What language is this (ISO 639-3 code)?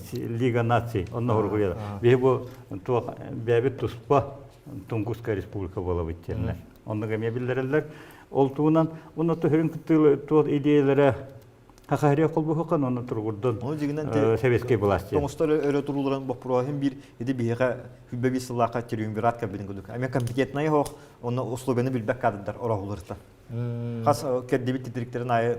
sah